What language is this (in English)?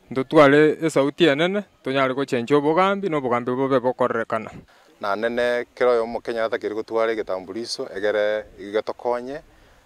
Gusii